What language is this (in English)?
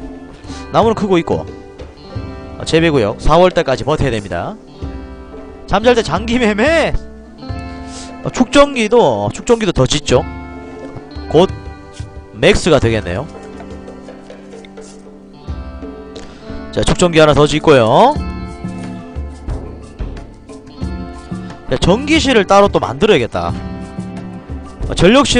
Korean